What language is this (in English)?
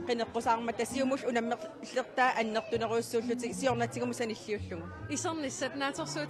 Kalaallisut